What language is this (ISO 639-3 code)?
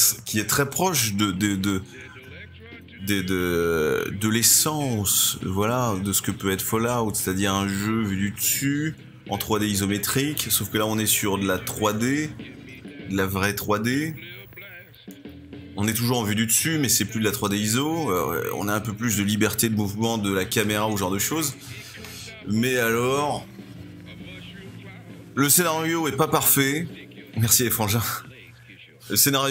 fra